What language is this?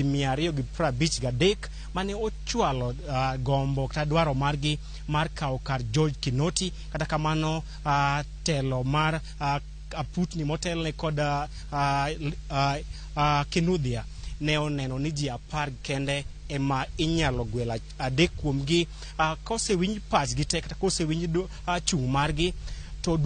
Luo (Kenya and Tanzania)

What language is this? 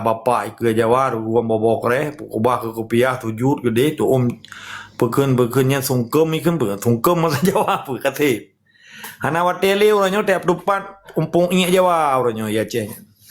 Achinese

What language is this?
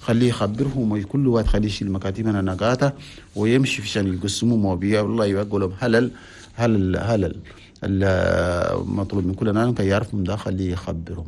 Chadian Arabic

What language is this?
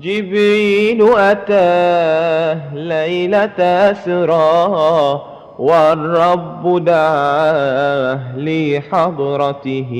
Madurese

